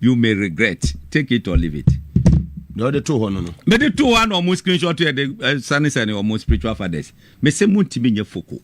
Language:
Akan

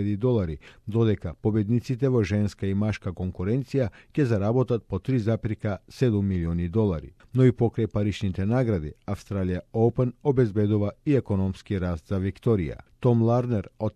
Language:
Macedonian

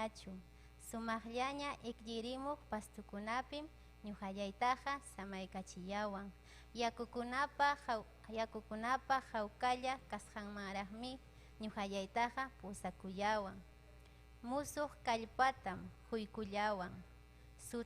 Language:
Ayacucho Quechua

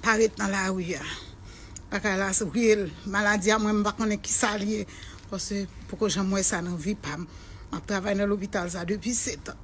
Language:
Haitian Creole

